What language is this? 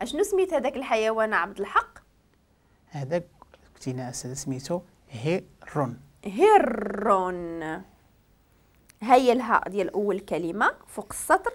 Moroccan Arabic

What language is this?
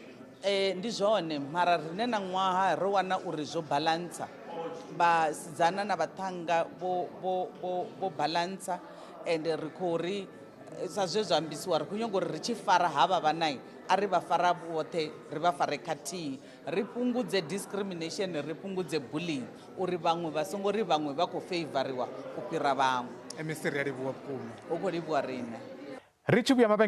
Venda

